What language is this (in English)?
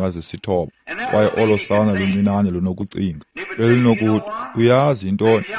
Xhosa